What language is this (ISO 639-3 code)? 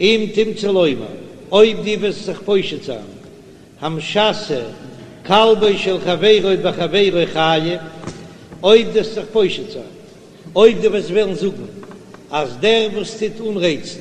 yid